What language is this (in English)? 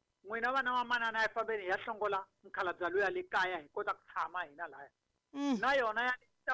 Tsonga